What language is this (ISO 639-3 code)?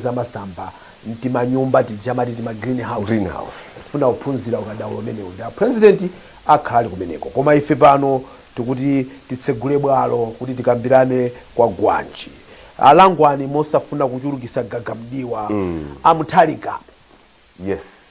nya